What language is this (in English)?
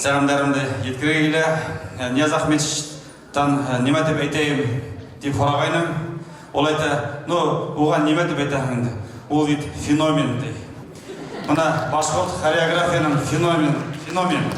Bashkir